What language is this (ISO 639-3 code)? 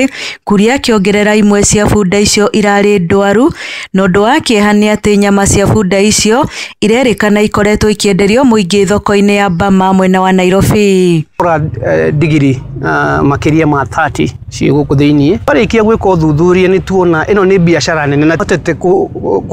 kik